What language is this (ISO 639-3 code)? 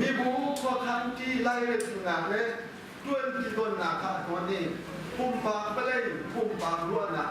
cnh